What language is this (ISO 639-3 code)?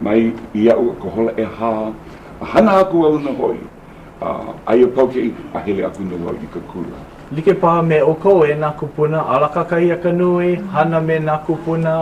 haw